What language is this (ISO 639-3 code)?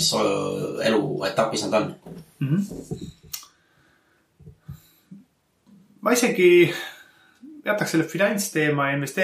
est